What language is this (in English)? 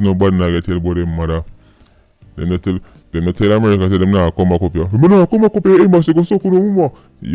Jamaican Creole English